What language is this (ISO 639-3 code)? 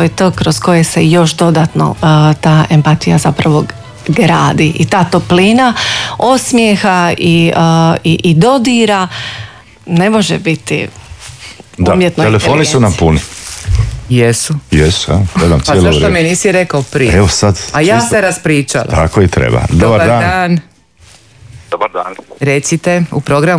hrv